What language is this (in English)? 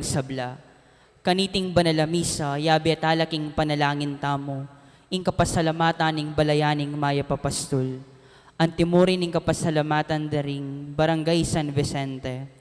Pampanga